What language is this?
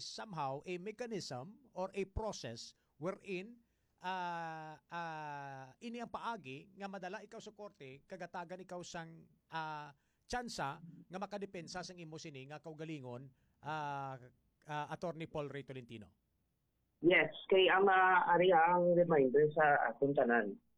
Hiligaynon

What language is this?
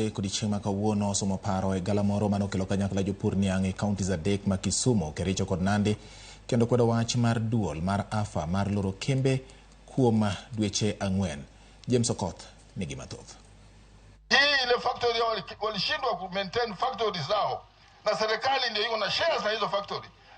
Luo (Kenya and Tanzania)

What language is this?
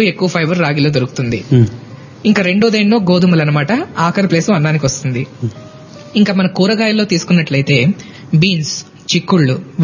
Telugu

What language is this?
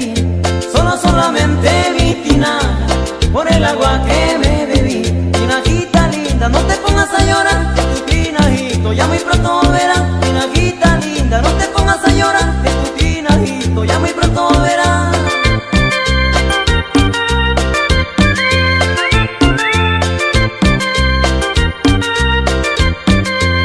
Spanish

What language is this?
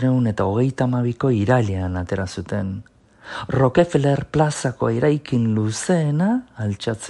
Basque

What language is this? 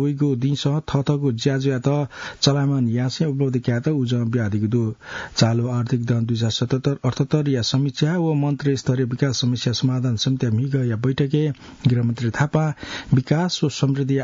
Newari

